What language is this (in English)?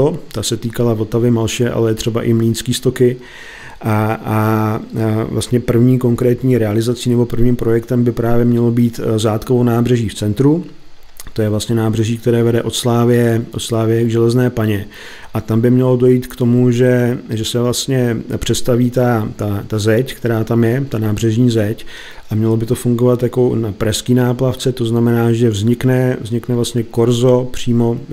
Czech